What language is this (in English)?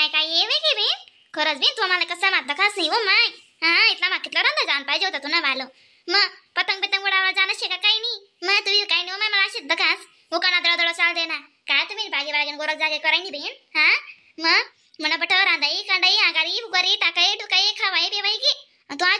Khandesi